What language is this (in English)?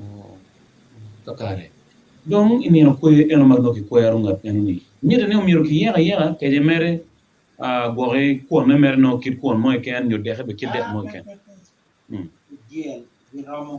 Acoli